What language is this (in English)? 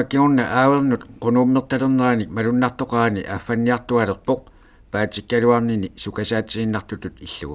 Kalaallisut